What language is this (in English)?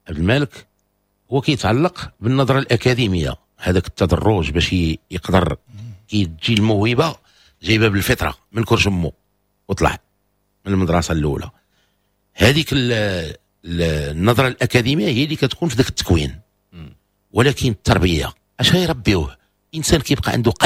Moroccan Arabic